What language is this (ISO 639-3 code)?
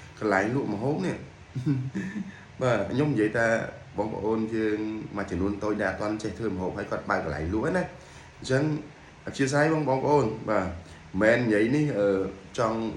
khm